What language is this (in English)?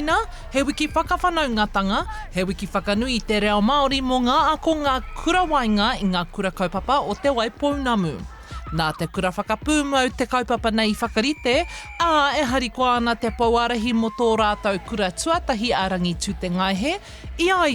Māori